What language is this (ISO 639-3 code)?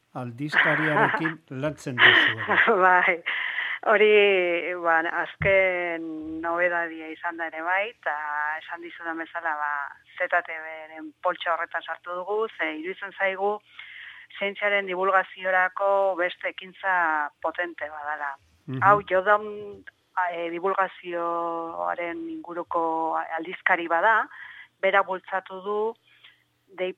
eus